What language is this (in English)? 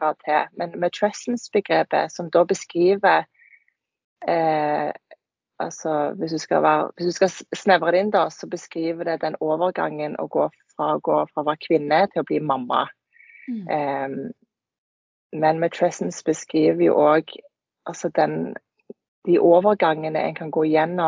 Norwegian